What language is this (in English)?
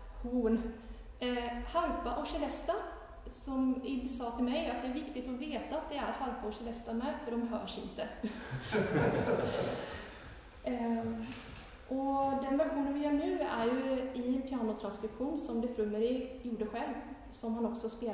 Swedish